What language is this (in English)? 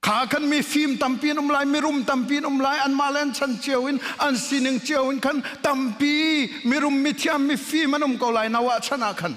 Hakha Chin